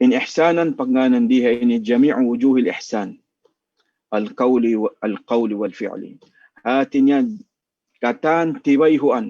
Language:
Tausug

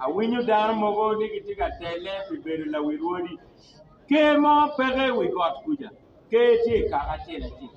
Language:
Acoli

